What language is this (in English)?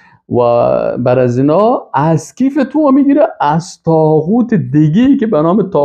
Persian